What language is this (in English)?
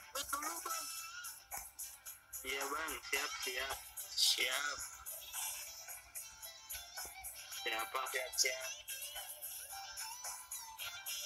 Indonesian